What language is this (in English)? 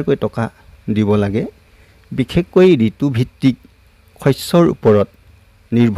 Assamese